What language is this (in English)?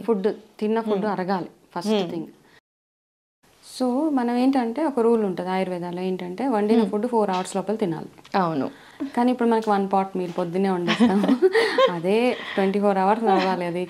Telugu